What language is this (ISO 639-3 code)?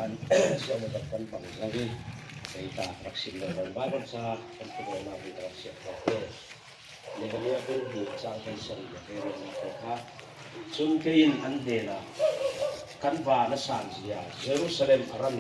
cnh